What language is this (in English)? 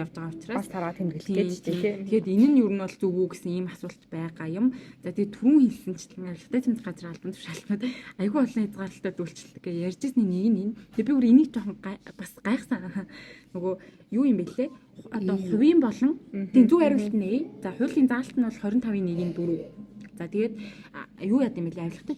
Mongolian